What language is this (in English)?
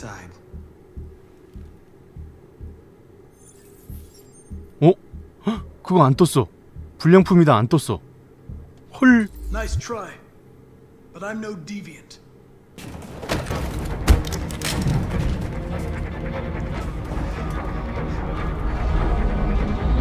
Korean